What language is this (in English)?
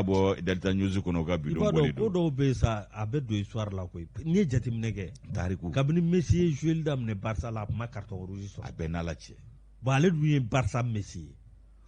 Bambara